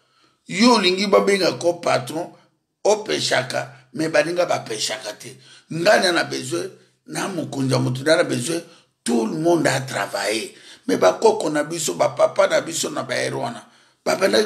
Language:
Lingala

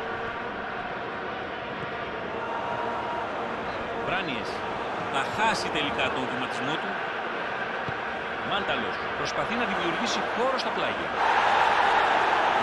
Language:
Greek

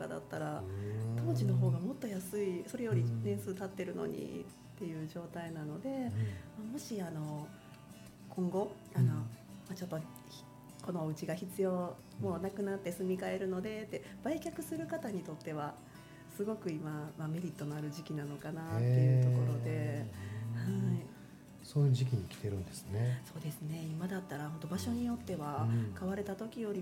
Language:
Japanese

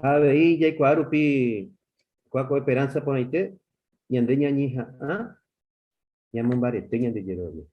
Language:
Guarani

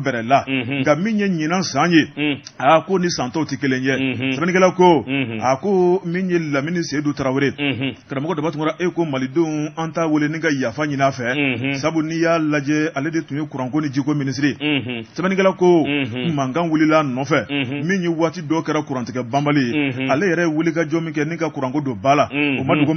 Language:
Bambara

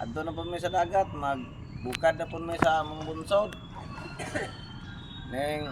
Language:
Cebuano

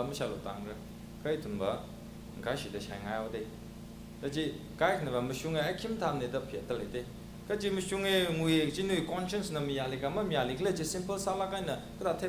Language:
Tangkhul Naga (India)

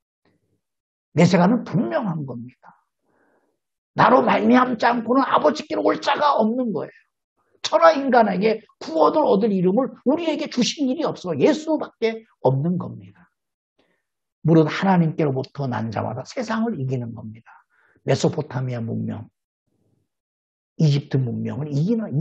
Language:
Korean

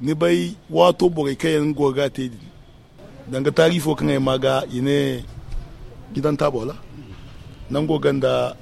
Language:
Zarma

